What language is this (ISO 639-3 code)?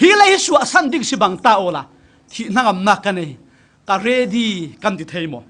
cfm